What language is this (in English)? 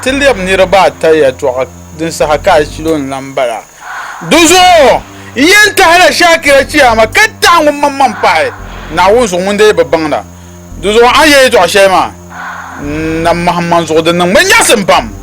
Dagbani